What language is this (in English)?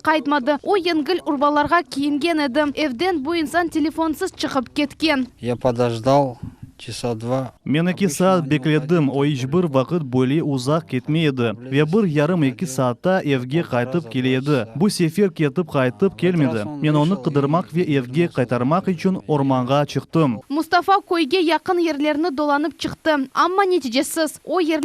Crimean Tatar